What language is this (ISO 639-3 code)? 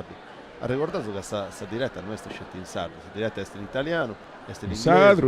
srd